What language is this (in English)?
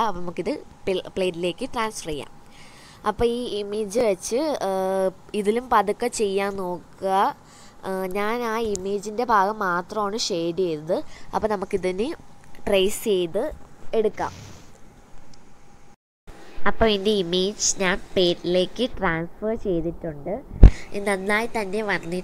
Malayalam